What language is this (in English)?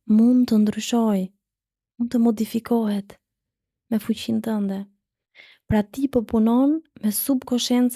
Albanian